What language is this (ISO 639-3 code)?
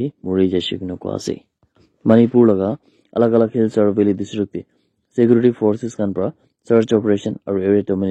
nag